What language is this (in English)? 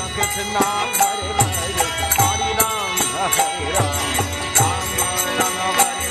Hindi